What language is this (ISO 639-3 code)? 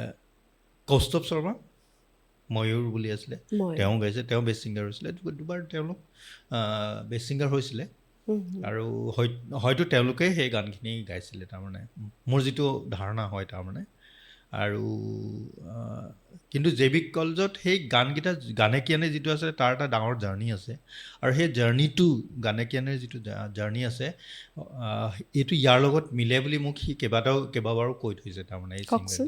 asm